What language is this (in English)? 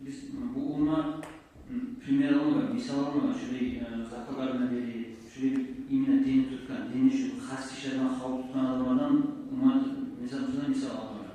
Kumyk